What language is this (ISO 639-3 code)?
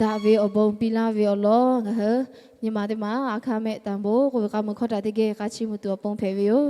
lhu